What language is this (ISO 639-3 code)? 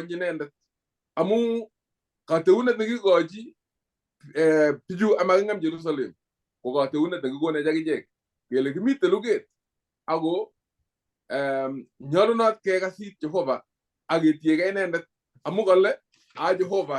kln